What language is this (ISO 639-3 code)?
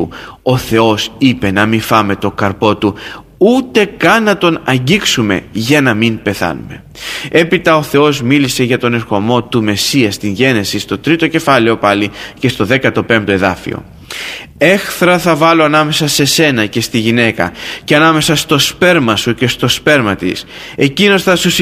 ell